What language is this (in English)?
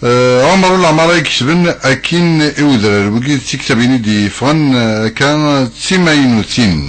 Kabyle